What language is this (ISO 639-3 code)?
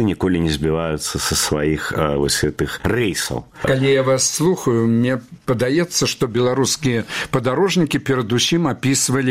bel